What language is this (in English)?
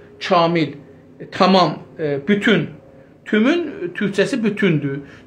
South Azerbaijani